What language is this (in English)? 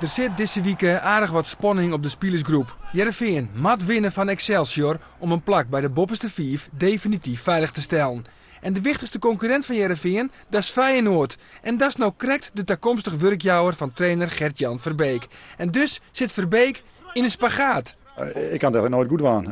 Western Frisian